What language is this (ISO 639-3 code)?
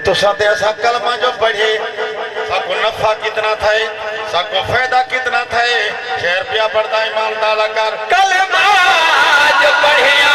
skr